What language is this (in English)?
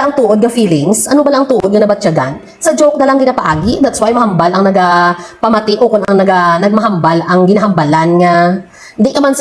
Hiligaynon